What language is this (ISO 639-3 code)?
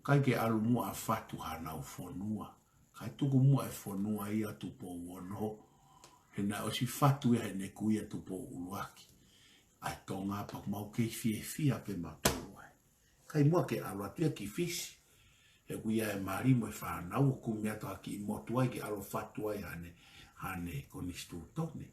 ton